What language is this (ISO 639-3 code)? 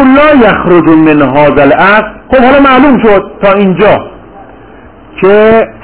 fas